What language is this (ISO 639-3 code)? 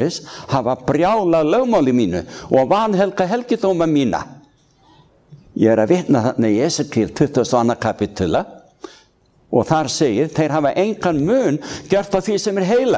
isl